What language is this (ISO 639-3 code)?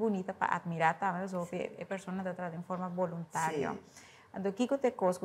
pap